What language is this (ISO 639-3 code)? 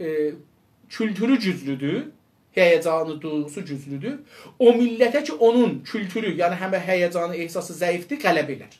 azb